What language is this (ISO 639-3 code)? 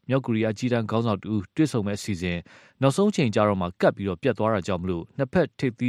mya